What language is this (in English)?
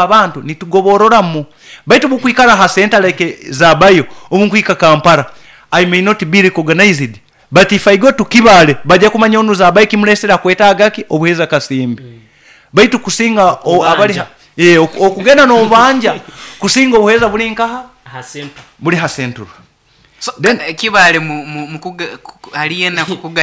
Nyoro